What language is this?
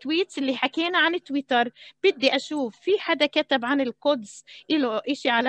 South Levantine Arabic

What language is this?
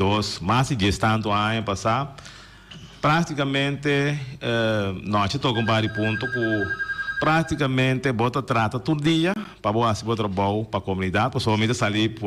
Papiamento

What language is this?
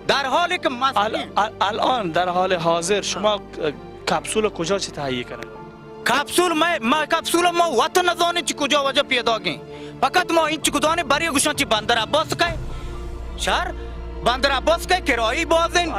Baluchi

